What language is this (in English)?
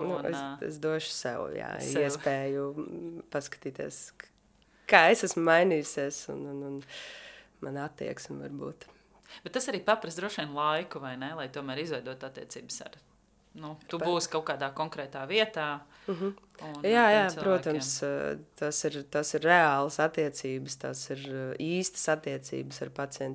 Latvian